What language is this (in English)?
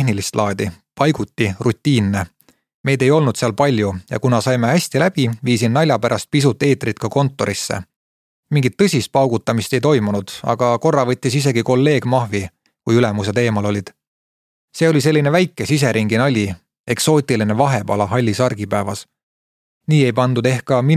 Estonian